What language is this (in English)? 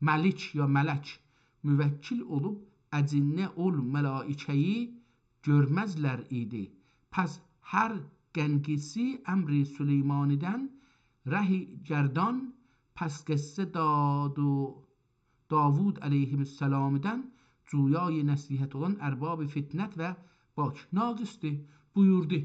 South Azerbaijani